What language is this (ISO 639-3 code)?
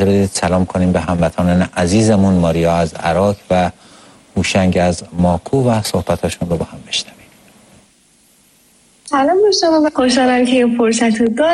fas